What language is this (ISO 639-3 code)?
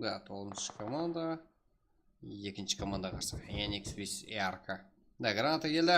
kaa